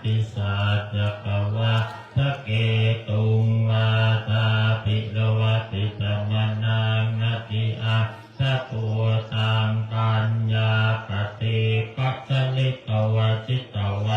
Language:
Pali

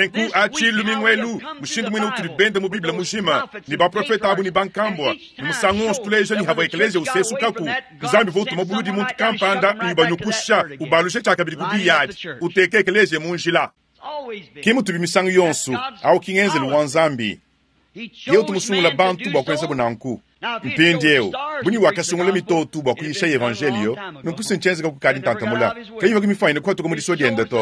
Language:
Luba-Lulua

